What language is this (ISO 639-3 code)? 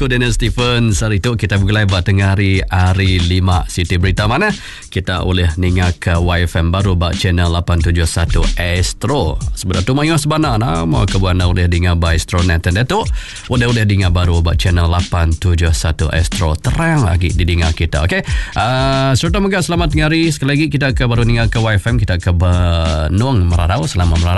msa